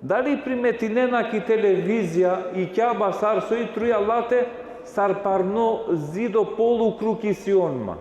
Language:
Balkan Romani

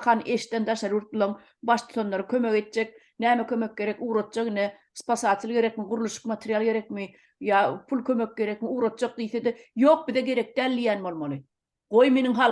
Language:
Turkmen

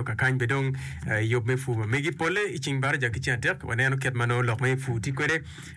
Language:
Acoli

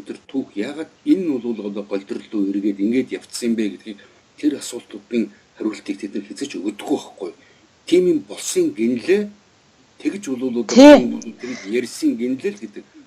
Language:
Mongolian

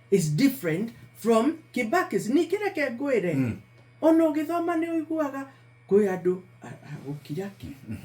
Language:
Kikuyu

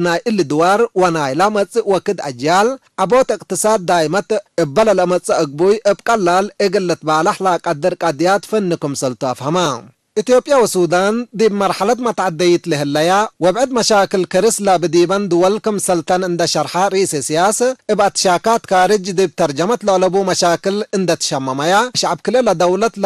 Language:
Tigre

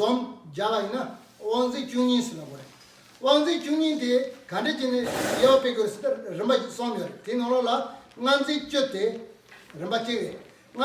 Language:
Tibetan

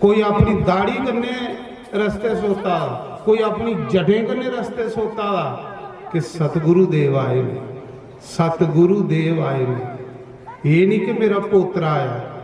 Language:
Dogri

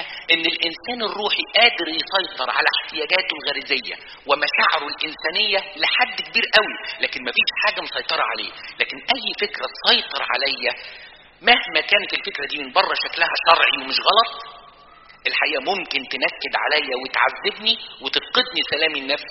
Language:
Egyptian Arabic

